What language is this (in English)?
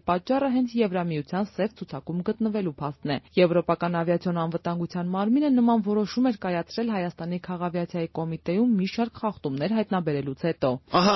Armenian